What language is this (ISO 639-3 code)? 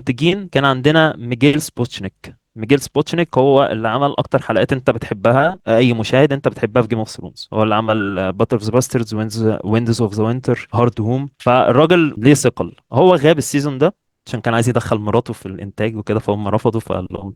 arz